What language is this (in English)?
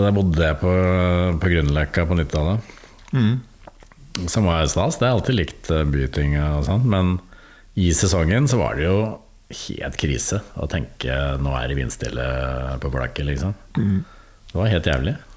Norwegian